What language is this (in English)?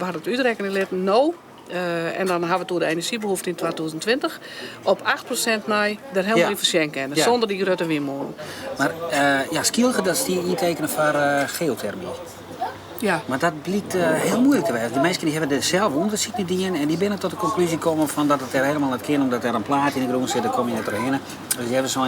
Western Frisian